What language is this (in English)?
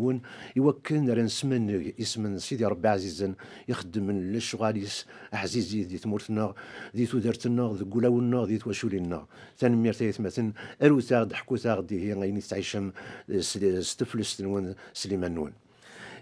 Kabyle